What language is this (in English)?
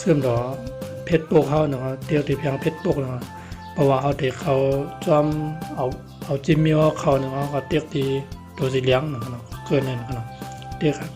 Shan